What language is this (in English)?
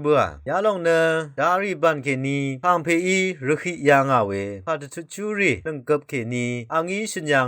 Rawang